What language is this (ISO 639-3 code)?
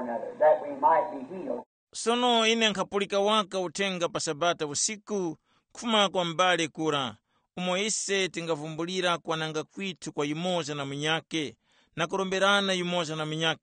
tum